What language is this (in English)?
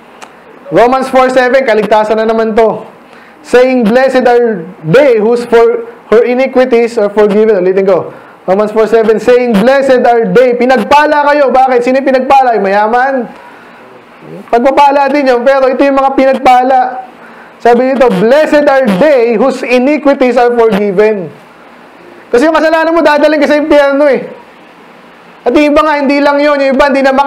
Filipino